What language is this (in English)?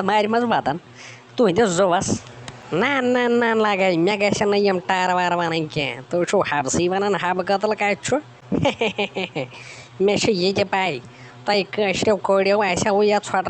Kashmiri